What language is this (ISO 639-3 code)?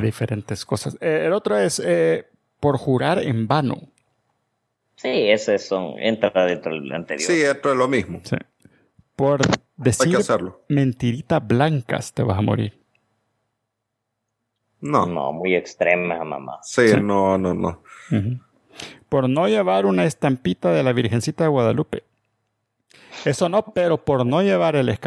spa